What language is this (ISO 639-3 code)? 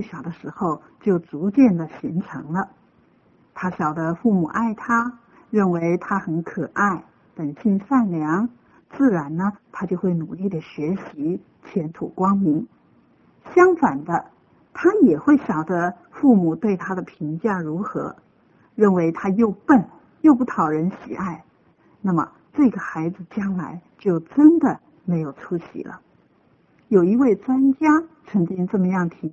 zho